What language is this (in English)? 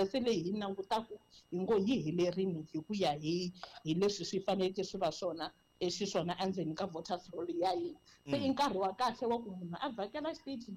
Tsonga